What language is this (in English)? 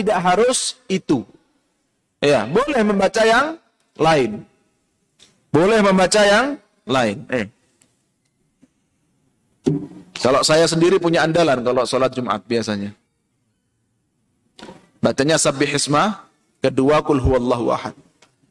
Indonesian